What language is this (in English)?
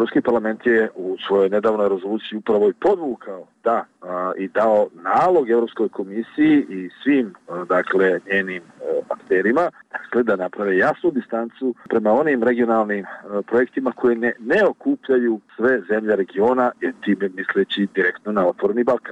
Serbian